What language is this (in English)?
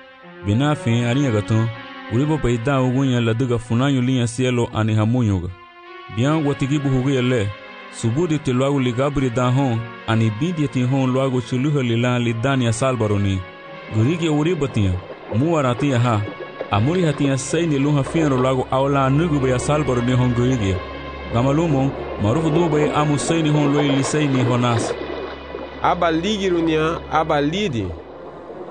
Garifuna